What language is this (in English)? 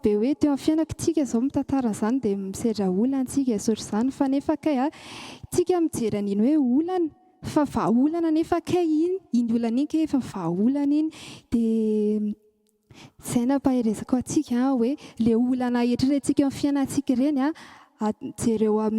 Malagasy